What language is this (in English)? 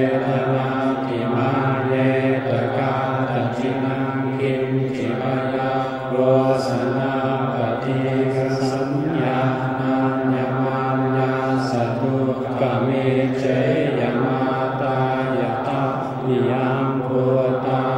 Pali